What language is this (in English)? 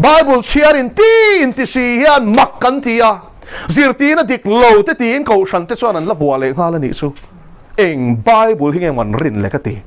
Mizo